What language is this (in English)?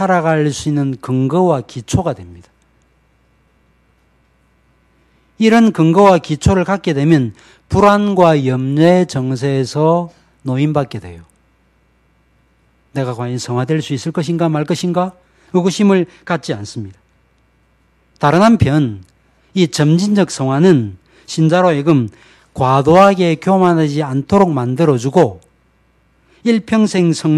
Korean